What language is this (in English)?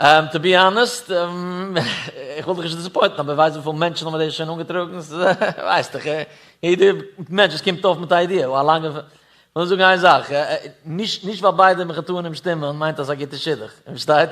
Yiddish